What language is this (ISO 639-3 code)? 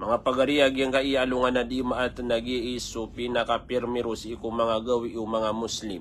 mrw